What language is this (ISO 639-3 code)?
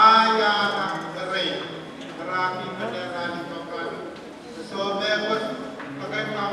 pon